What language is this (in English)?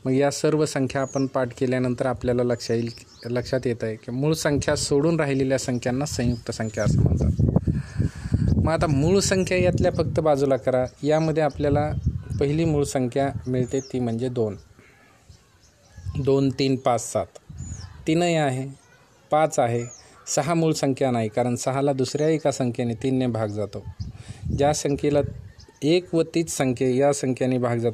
Marathi